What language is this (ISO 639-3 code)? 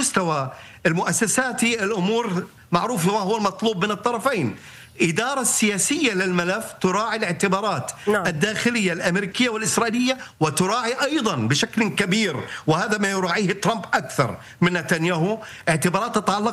ara